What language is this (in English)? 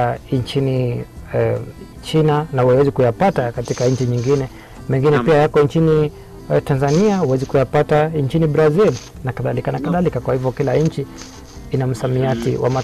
Swahili